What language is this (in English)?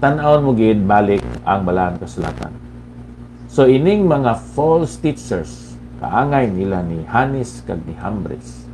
Hiligaynon